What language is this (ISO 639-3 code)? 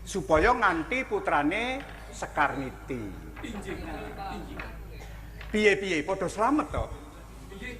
jav